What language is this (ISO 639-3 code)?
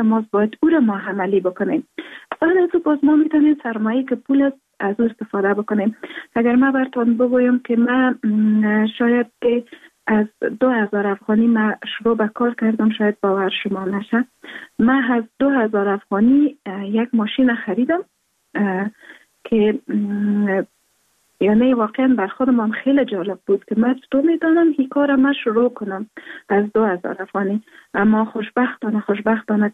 fas